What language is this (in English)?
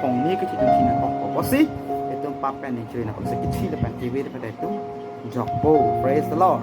Karbi